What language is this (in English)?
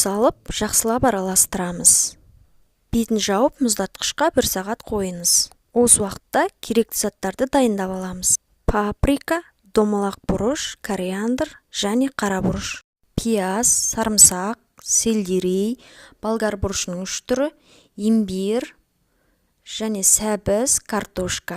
Kazakh